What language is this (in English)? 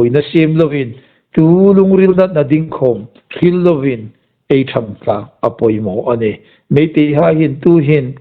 Hmar